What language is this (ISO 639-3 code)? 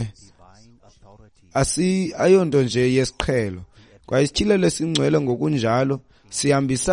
xho